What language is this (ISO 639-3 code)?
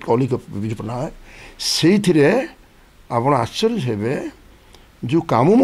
ori